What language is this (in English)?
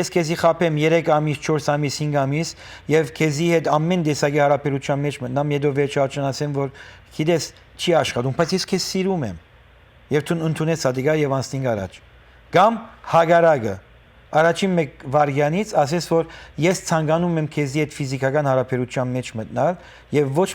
Western Armenian